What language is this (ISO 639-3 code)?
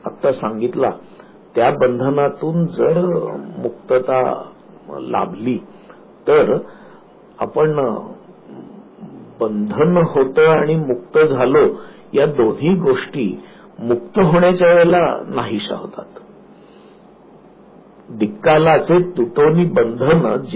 mar